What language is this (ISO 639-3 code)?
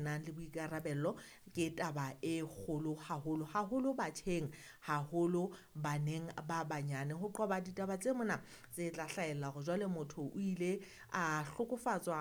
sot